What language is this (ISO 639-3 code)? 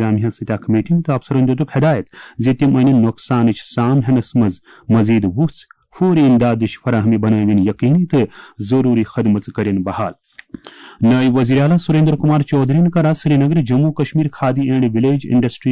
kas